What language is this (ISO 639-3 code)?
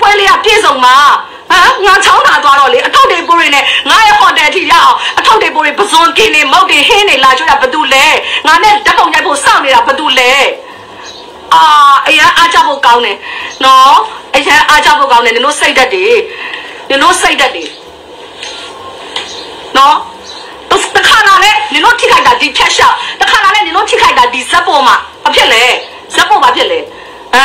mya